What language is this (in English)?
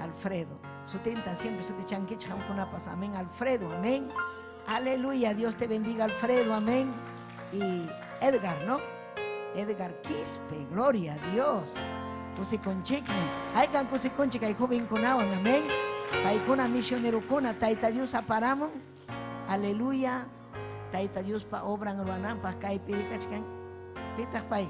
Ayacucho Quechua